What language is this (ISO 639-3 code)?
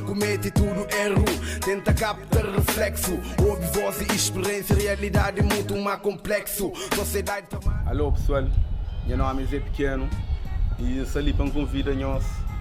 kea